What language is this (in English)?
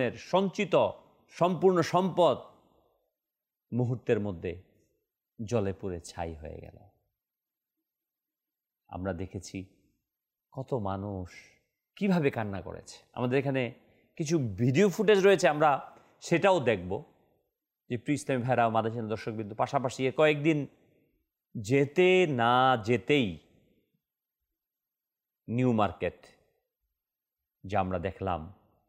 Bangla